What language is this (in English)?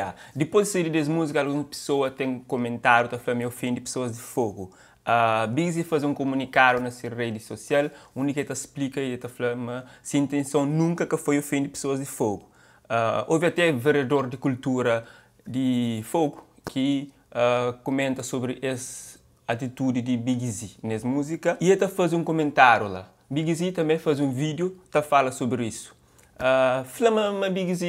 Kabuverdianu